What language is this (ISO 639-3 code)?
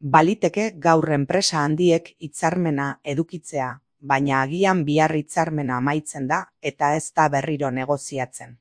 eus